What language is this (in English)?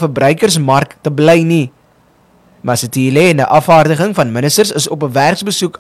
Afrikaans